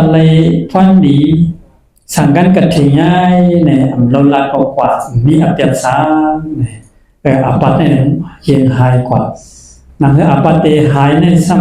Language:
Shan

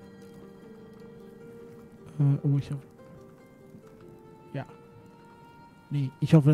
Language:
German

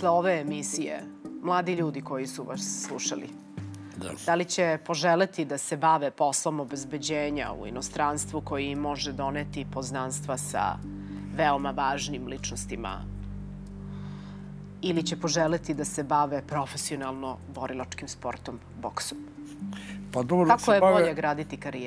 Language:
Serbian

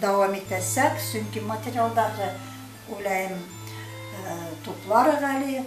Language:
Bashkir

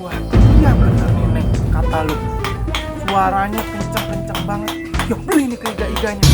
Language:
Betawi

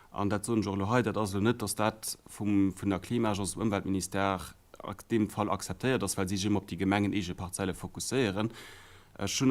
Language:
Luxembourgish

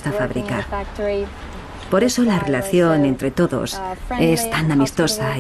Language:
Spanish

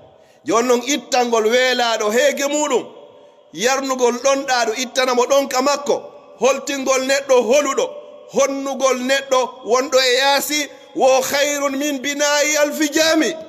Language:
Pular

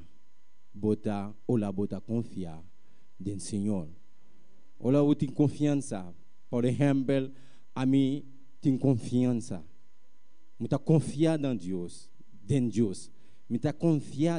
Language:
Papiamento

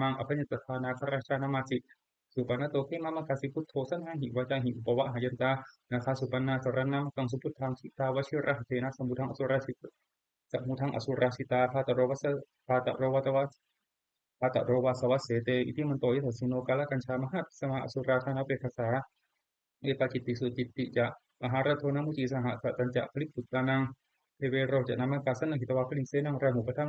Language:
Pali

